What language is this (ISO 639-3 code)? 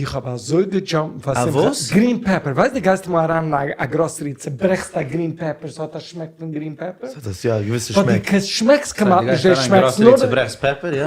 yid